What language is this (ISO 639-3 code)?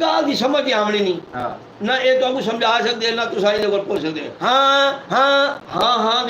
skr